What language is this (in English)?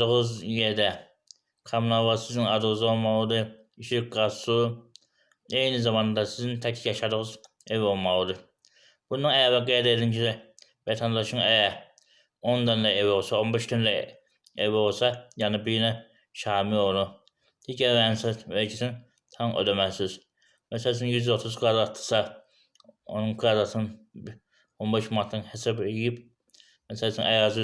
Azerbaijani